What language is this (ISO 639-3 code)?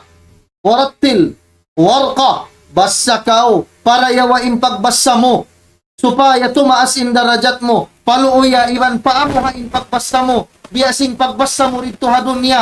tsg